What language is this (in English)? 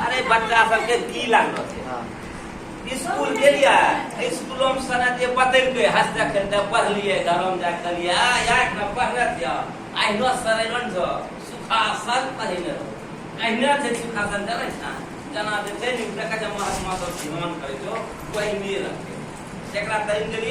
Angika